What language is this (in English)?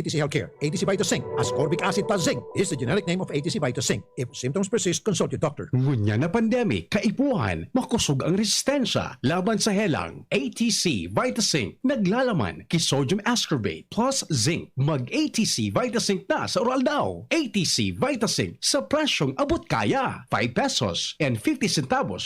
Bikol